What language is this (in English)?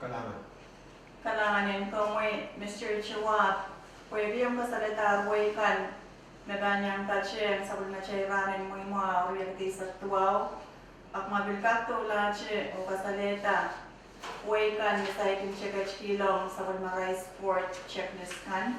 Pohnpeian